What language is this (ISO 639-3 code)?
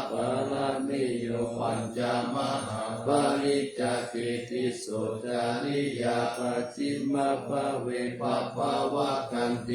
pli